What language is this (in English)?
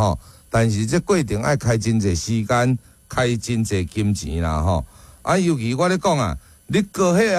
Min Nan Chinese